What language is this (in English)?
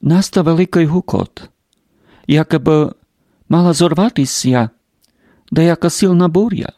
Rusyn